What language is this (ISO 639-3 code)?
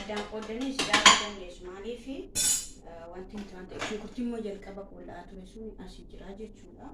orm